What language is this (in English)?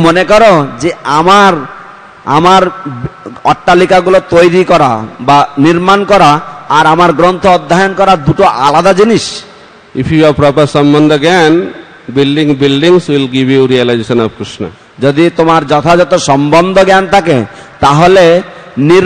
Bangla